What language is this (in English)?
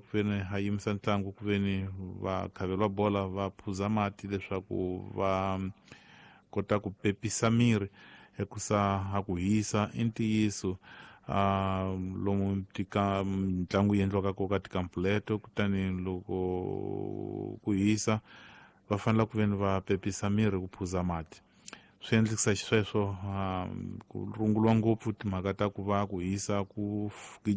Tsonga